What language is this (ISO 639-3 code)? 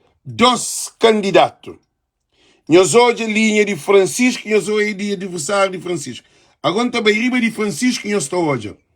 kea